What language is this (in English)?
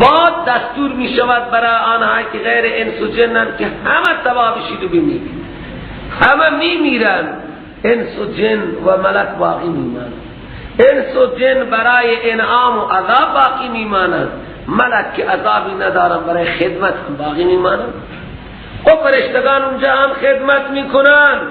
Persian